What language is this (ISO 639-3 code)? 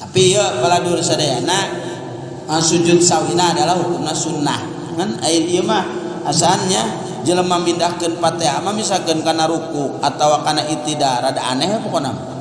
sun